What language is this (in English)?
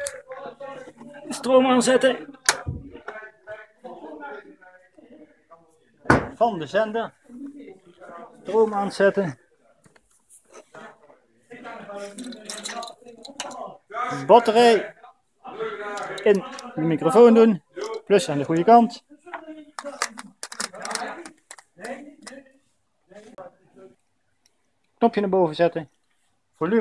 Dutch